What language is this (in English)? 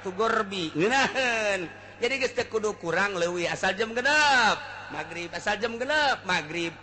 Sundanese